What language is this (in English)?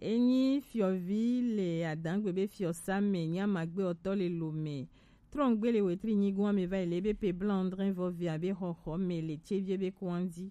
Gen